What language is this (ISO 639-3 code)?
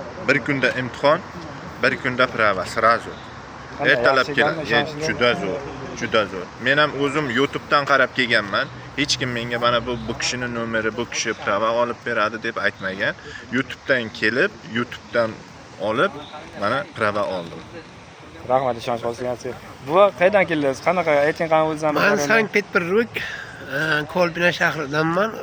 uzb